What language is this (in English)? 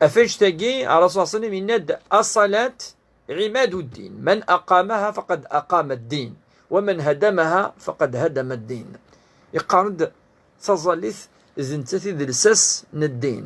Kabyle